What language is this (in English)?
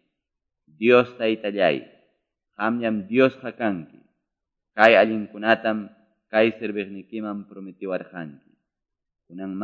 Quechua